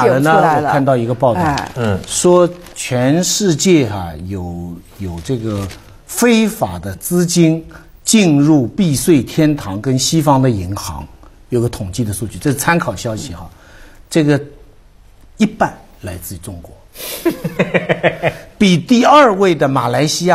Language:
Chinese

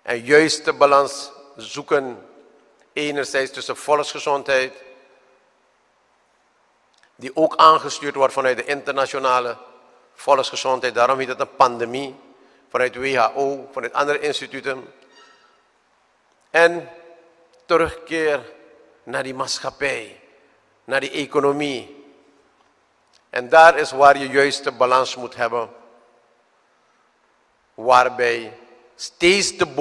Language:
Dutch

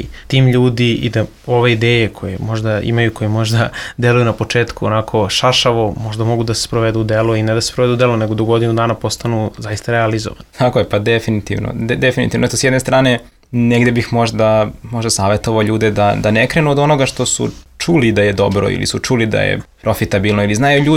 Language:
Serbian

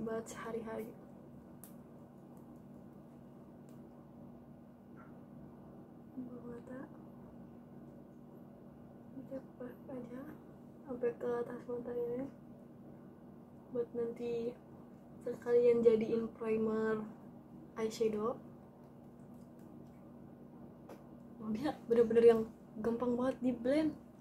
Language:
Indonesian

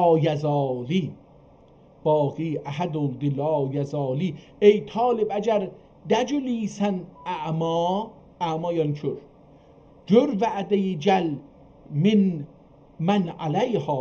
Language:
South Azerbaijani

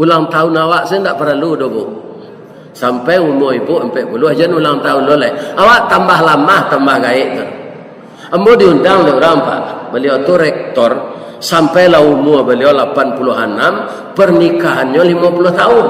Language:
Minangkabau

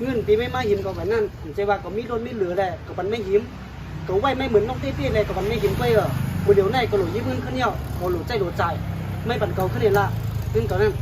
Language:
Shan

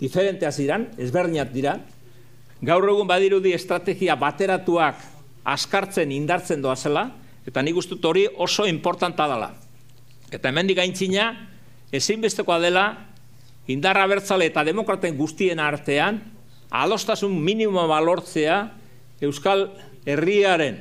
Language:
Basque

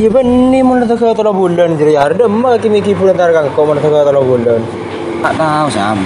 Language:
Madurese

